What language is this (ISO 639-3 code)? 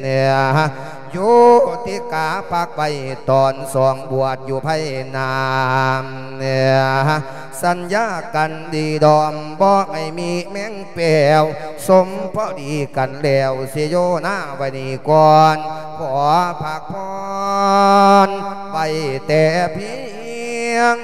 lao